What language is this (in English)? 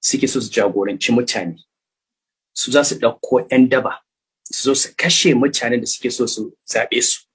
Hausa